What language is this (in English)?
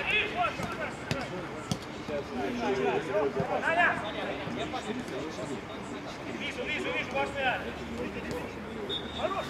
Russian